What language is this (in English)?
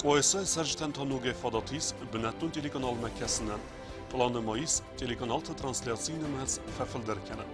Ossetic